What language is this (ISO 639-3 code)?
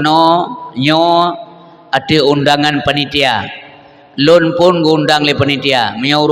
ace